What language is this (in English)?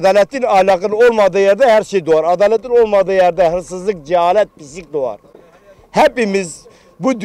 Turkish